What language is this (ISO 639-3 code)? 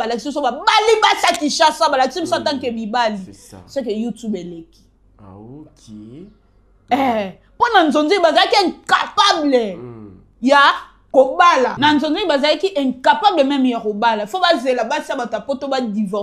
lin